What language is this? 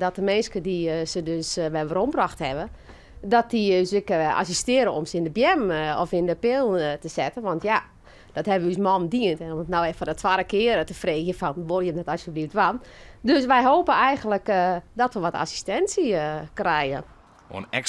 Western Frisian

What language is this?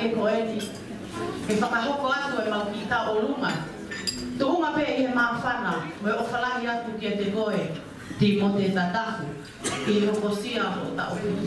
Tongan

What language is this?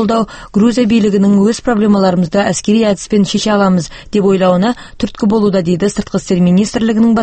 Kazakh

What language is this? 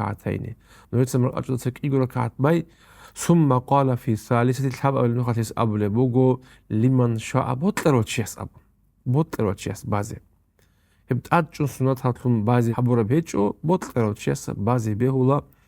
Avaric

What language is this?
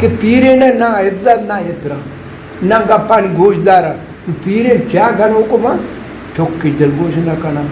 Eastern Balochi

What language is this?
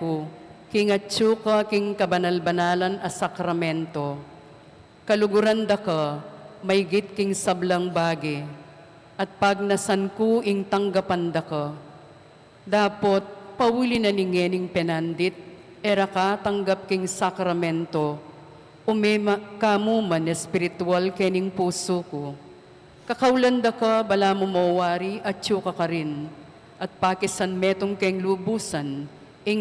Pampanga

